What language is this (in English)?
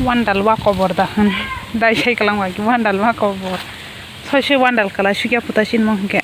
Kok Borok